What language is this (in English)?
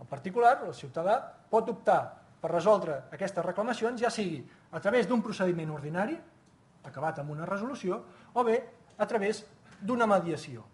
Catalan